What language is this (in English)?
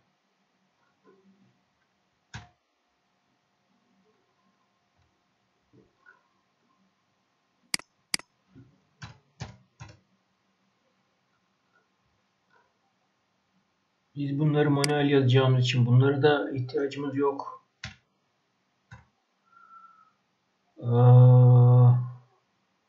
Turkish